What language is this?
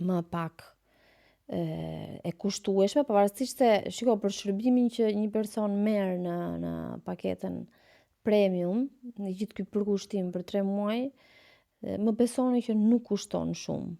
Albanian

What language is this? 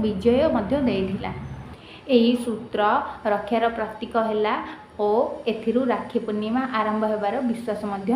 Odia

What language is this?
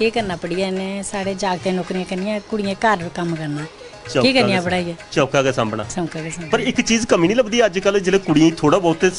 Dogri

